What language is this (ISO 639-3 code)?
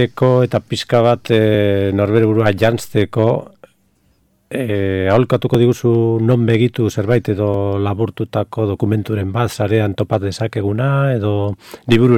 eus